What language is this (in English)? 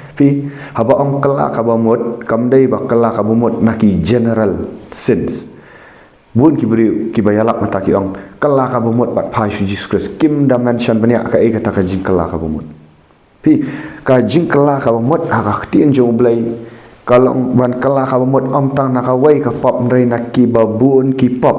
Khasi